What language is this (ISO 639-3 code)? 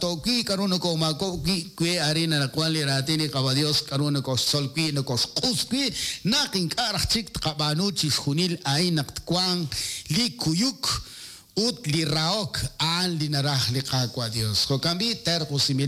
kek